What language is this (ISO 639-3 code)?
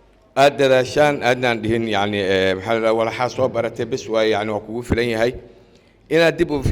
som